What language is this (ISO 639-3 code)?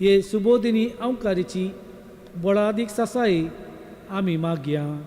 kok